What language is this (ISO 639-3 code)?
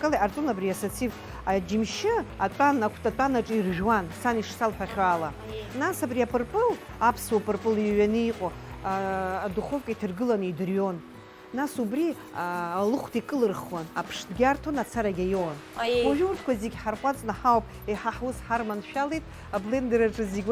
abk